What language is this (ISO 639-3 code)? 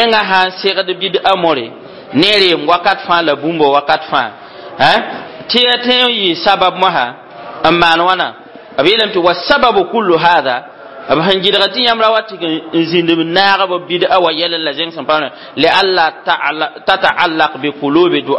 mos